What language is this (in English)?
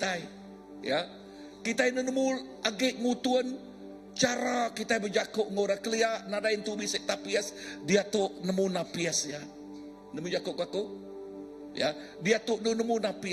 Iban